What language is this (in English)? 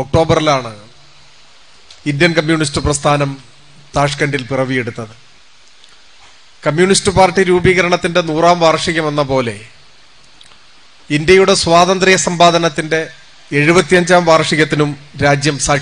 Malayalam